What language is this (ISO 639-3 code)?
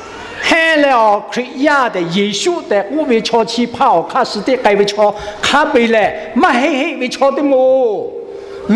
lhu